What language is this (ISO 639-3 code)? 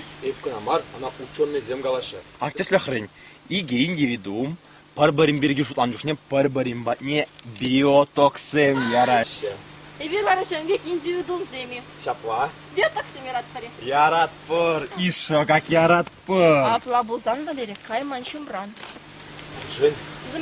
chv